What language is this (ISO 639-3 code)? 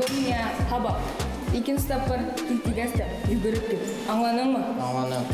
bak